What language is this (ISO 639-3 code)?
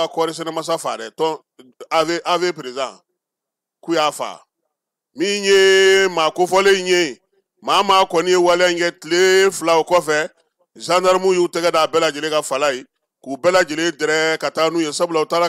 bam